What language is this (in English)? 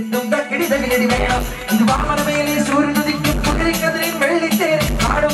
Malayalam